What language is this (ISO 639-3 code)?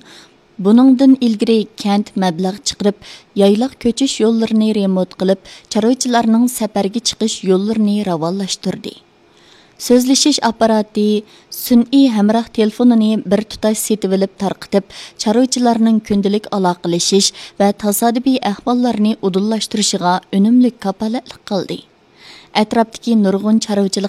uig